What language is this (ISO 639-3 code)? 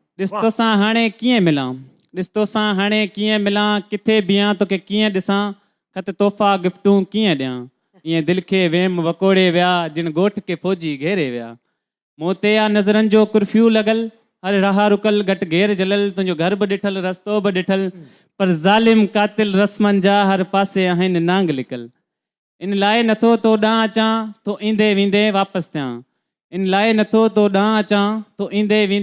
snd